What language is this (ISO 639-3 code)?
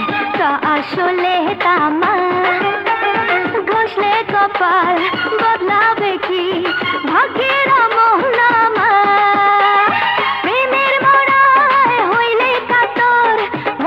ben